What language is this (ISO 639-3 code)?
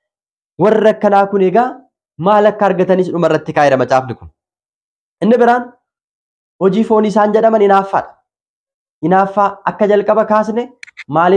orm